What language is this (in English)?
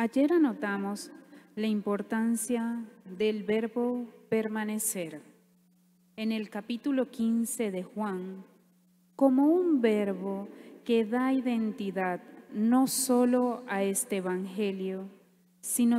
Spanish